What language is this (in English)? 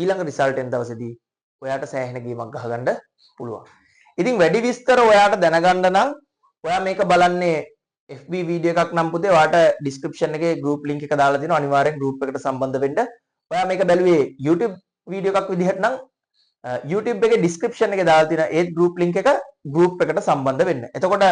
Sinhala